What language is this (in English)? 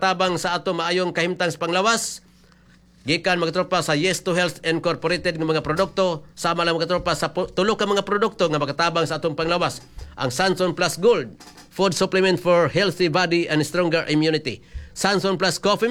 Cebuano